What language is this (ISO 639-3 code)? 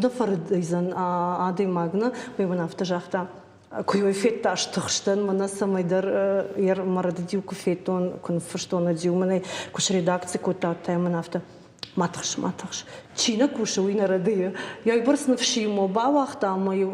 oss